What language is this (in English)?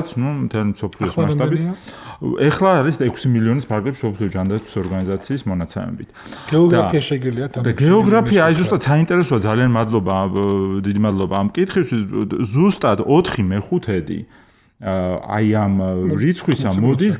Georgian